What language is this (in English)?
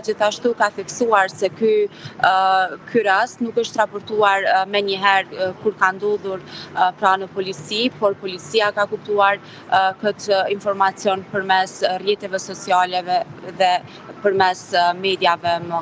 Albanian